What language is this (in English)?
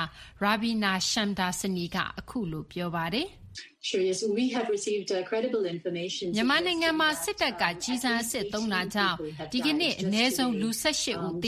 Burmese